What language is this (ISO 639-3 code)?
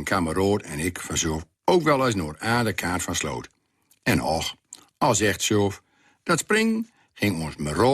gos